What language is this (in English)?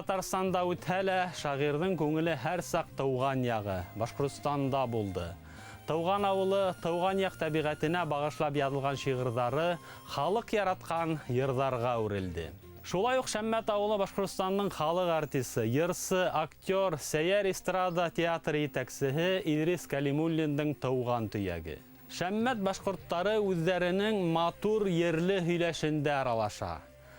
Bashkir